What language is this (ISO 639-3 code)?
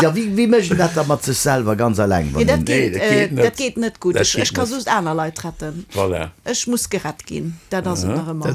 ltz